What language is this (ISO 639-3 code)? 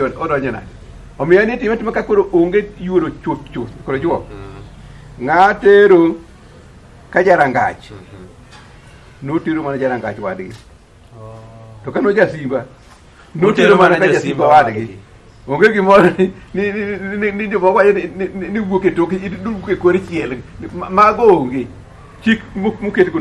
luo